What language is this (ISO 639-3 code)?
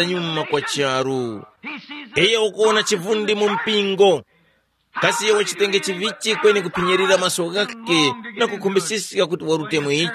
tum